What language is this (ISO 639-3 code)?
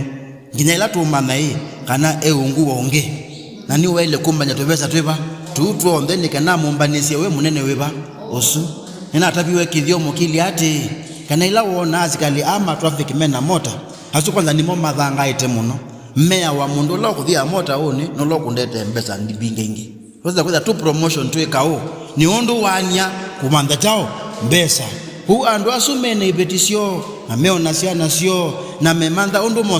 kam